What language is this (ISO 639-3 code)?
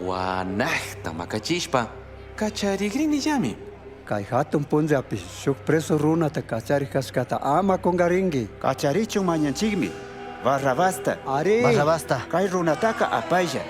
qug